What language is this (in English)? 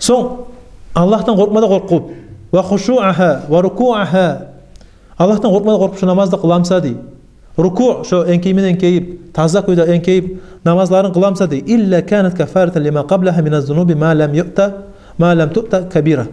Kumyk